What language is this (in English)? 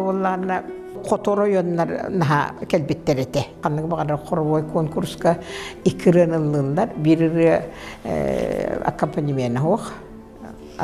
Yakut